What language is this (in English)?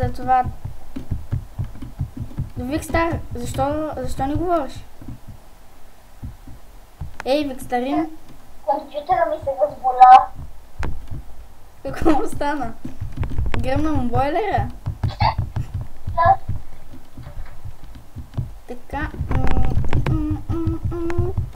Bulgarian